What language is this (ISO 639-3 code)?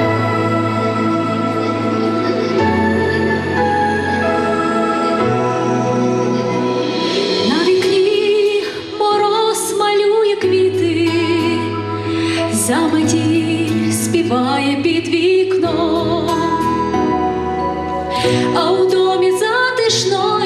ukr